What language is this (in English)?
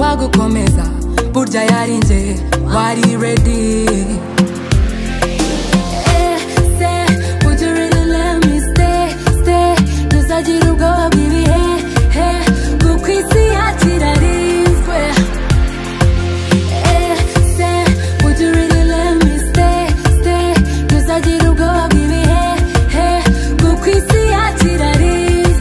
Kinyarwanda